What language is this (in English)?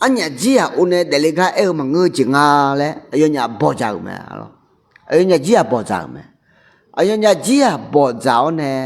Akha